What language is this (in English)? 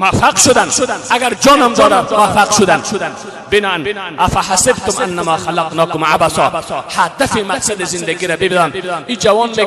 Persian